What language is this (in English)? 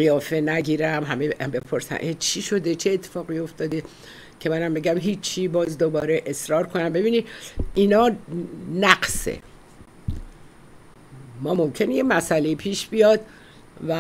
Persian